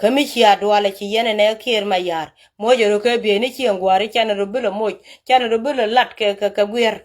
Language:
Nuer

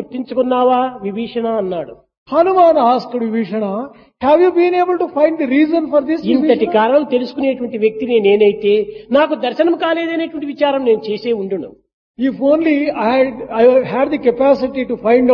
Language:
Telugu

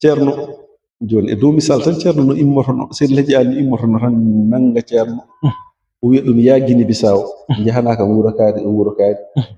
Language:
Fula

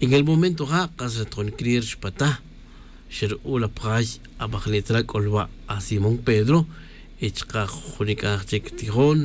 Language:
Tz'utujil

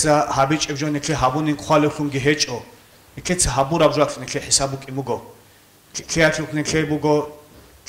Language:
Avaric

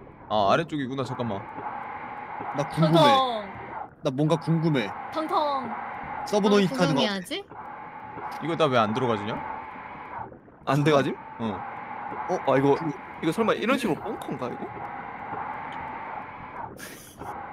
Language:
Korean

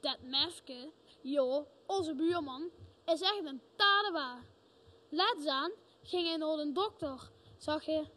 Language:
Limburgish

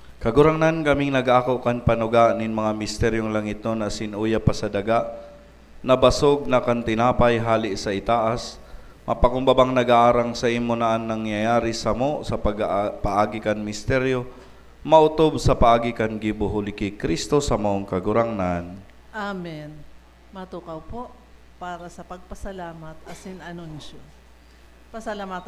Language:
Bikol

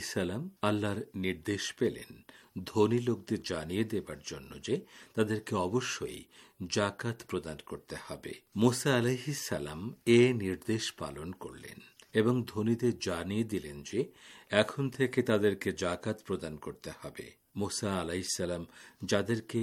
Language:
Bangla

